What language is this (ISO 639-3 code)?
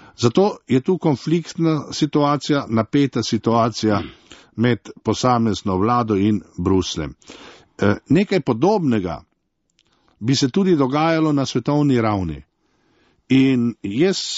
slv